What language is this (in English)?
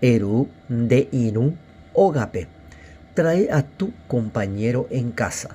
Guarani